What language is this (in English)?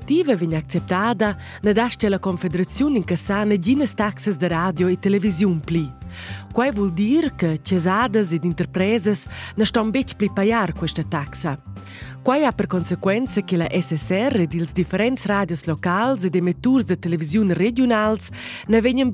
Romansh